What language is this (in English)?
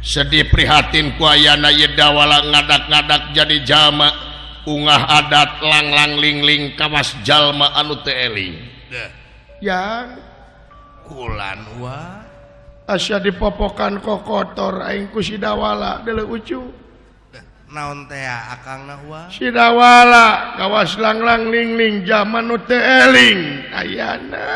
Sundanese